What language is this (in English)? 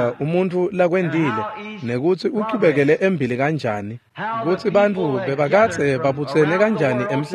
Swati